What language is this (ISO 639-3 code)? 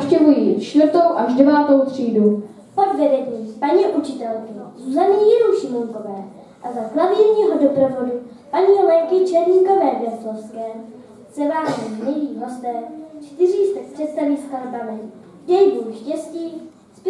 ces